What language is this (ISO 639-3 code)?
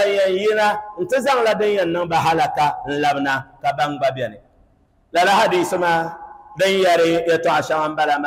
dag